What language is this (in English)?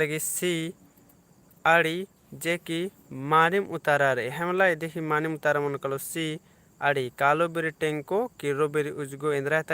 Kurukh